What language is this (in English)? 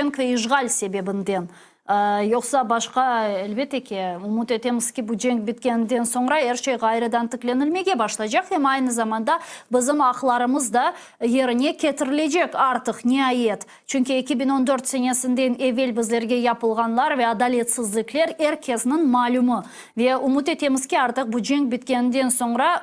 Crimean Tatar